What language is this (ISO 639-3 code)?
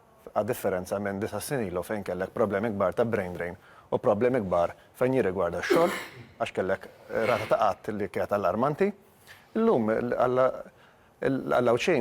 mlt